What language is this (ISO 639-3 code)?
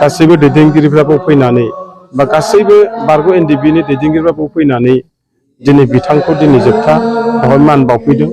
brx